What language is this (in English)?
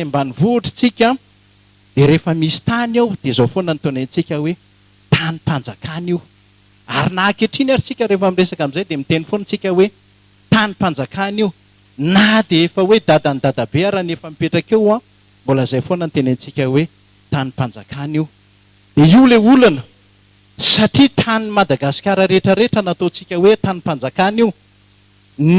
Malagasy